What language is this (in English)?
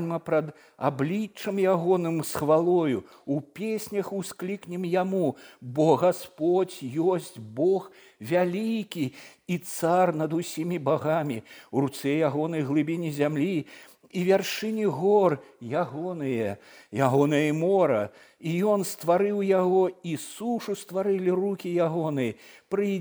Belarusian